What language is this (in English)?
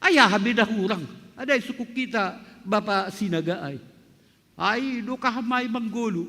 Batak Simalungun